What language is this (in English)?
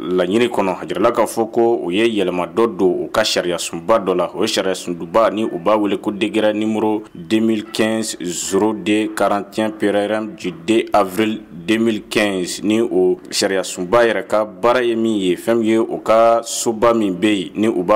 Bambara